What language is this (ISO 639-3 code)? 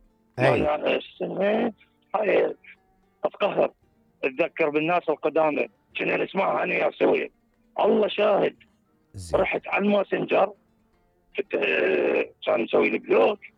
acm